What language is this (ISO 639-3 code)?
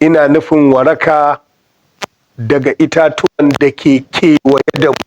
hau